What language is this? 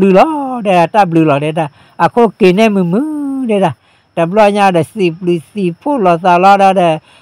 S'gaw Karen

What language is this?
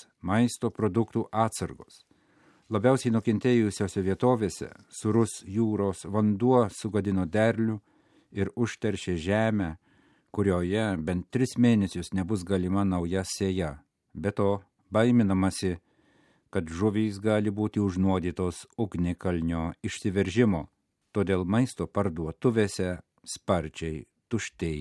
Lithuanian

